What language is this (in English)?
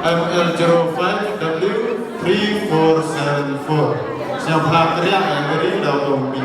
Khasi